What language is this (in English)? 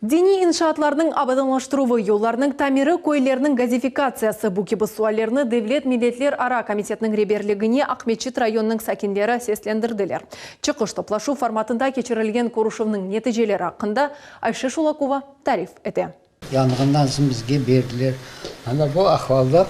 Crimean Tatar